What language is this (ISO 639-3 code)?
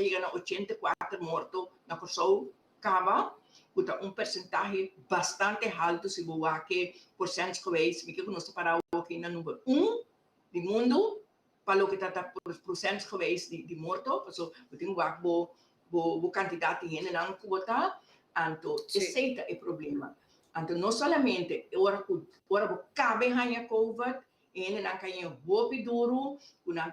pap